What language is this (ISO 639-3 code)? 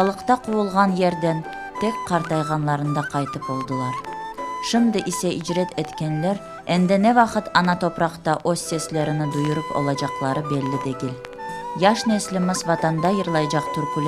crh